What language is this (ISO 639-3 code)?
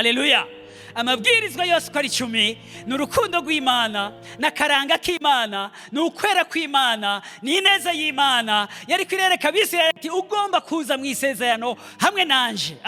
run